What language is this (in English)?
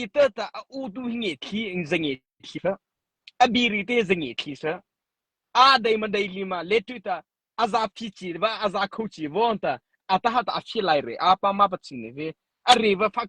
Mara Chin